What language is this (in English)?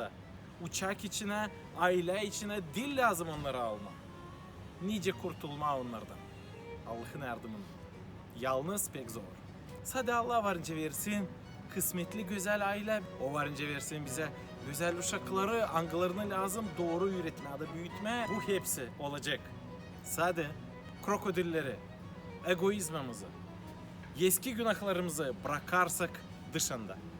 Gagauz